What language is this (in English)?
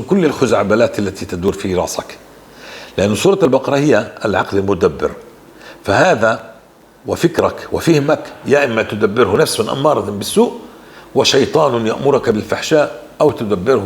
North Levantine Arabic